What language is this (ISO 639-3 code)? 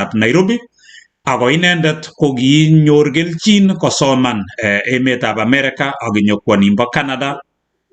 kln